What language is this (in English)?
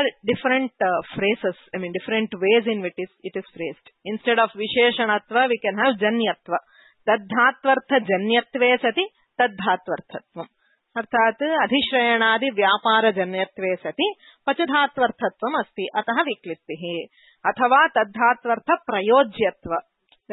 Sanskrit